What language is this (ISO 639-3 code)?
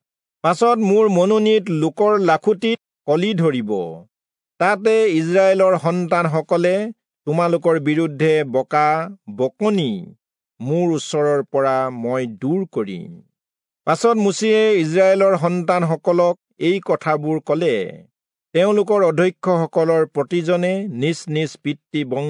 asm